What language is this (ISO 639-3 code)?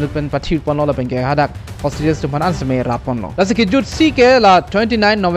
mjw